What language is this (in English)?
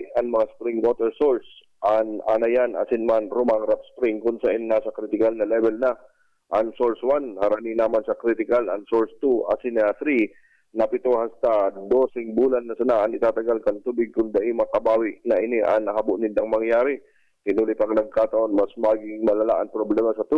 Bikol